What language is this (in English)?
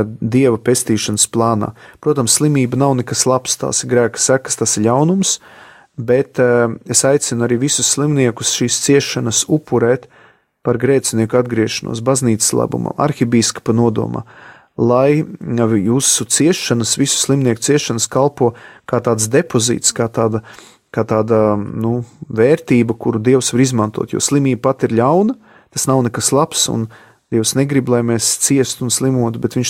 Latvian